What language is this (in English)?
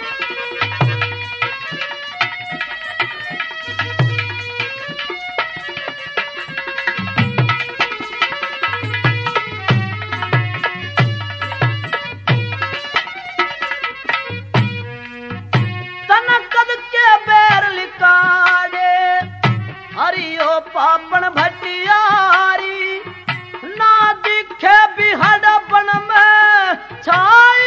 Haryanvi